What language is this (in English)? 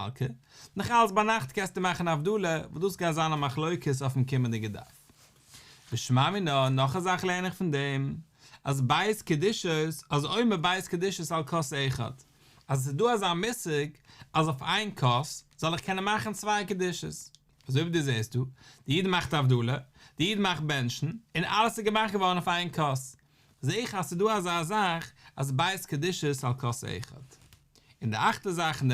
Yiddish